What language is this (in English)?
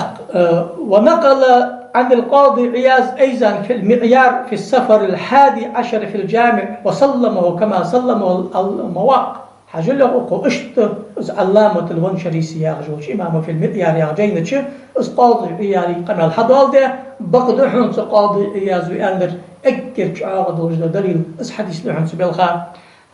Ingush